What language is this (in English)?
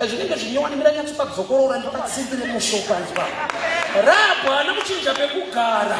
Shona